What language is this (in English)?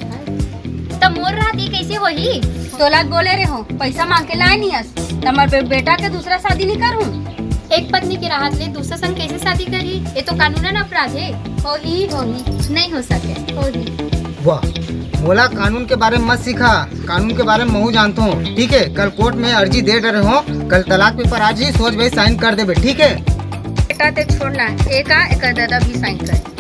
Chhattisgarhi